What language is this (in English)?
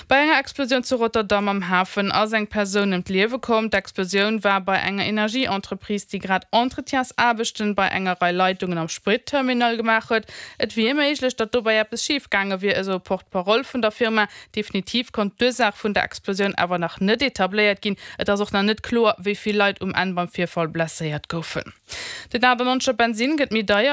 Luxembourgish